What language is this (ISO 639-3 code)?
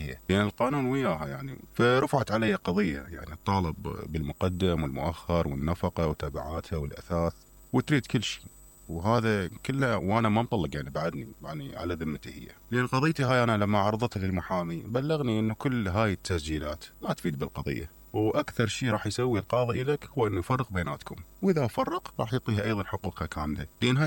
acm